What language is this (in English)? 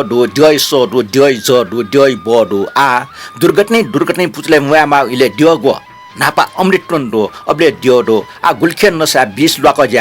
Newari